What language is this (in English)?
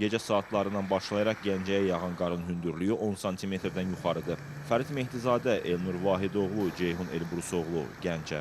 Azerbaijani